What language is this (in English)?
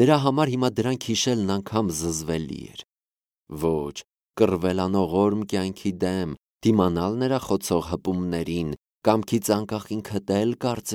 Armenian